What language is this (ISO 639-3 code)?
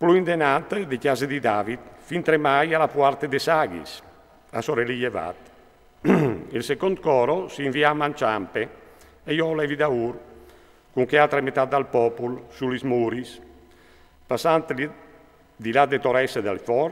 fur